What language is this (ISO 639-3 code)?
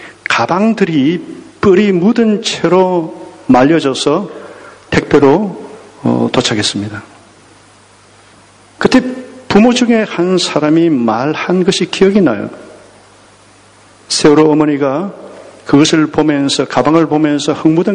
kor